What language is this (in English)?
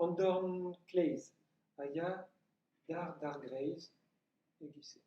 Breton